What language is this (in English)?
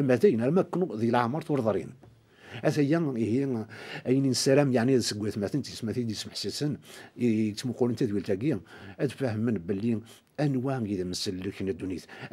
Kabyle